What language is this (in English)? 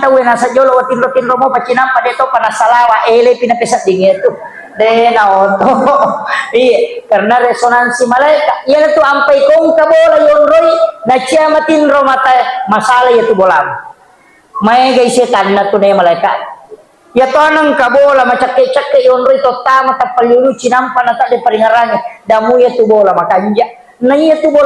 Buginese